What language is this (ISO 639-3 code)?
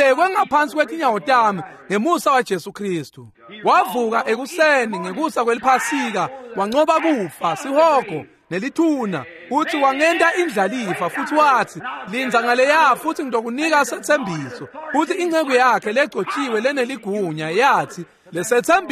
ssw